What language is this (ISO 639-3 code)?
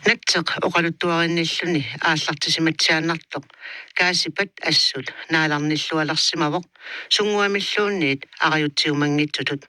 kal